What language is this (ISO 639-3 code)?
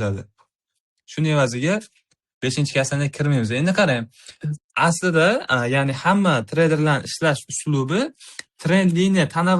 uzb